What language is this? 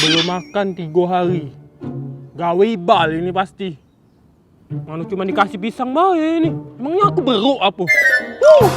Musi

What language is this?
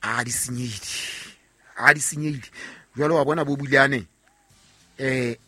Southern Sotho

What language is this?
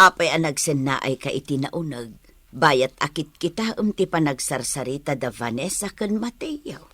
Iloko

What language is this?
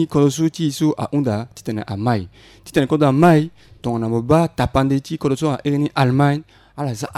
Sango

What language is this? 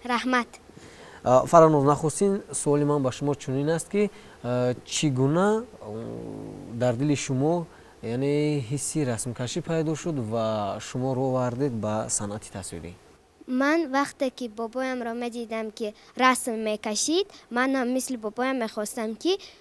Tajik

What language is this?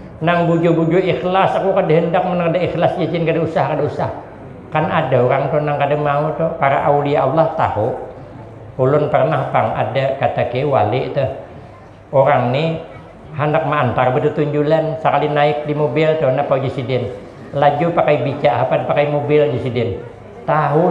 Banjar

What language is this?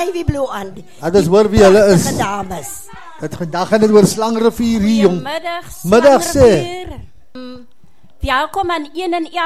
Afrikaans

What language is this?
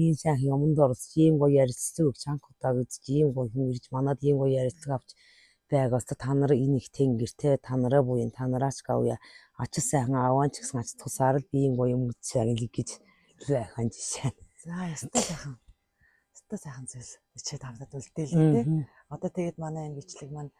Mongolian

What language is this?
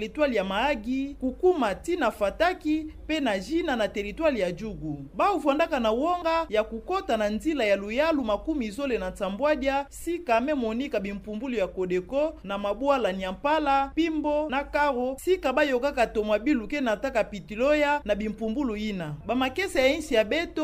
Kituba (Democratic Republic of Congo)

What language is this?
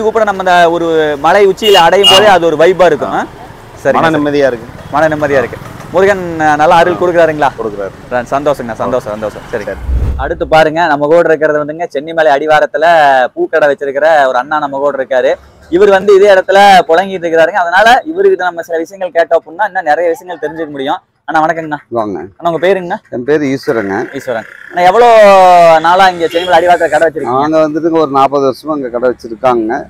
Tamil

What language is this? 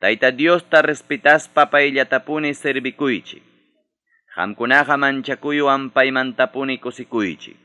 Ayacucho Quechua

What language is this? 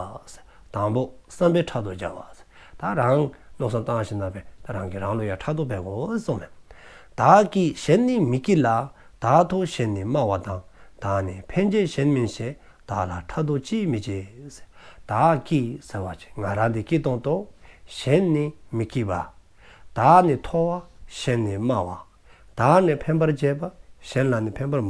Dzongkha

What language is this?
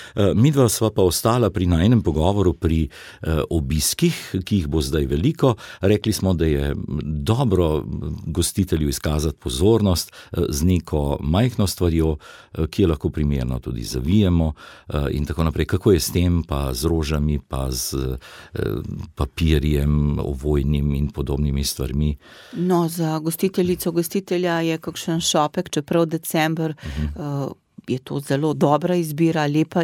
Slovenian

